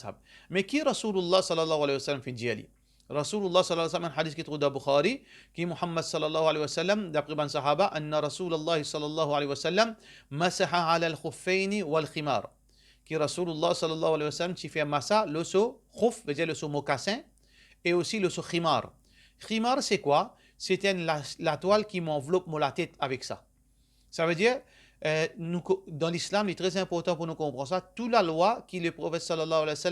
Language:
Morisyen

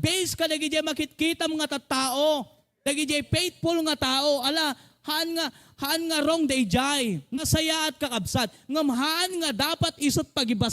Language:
Iloko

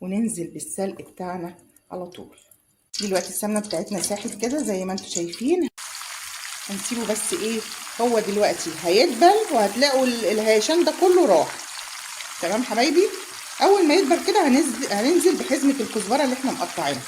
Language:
Egyptian Arabic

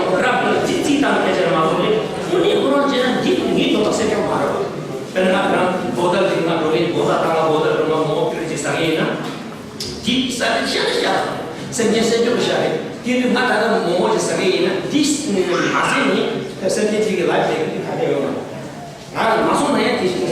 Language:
Tibetan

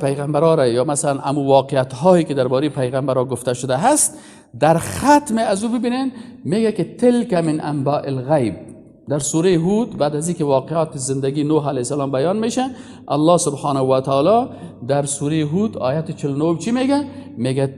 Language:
Persian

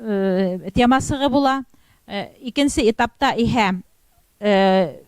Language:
Bashkir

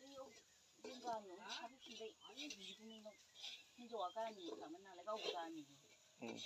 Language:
Bodo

